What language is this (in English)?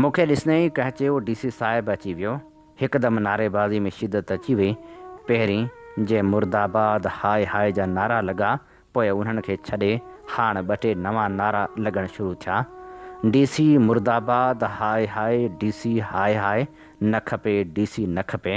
Sindhi